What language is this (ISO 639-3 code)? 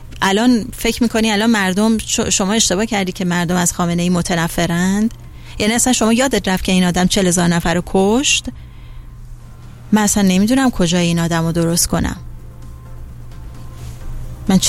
fas